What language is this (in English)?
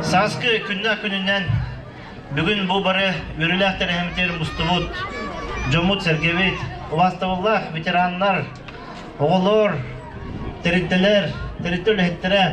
Yakut